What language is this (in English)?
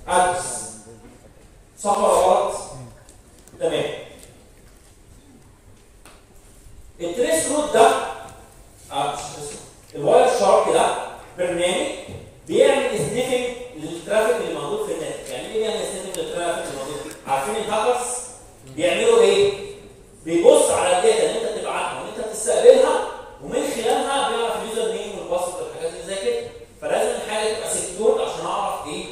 Egyptian Arabic